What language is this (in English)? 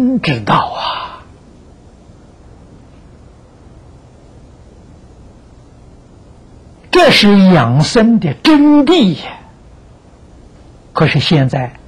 Chinese